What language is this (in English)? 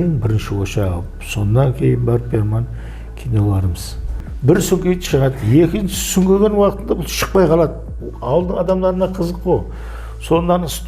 Kara-Kalpak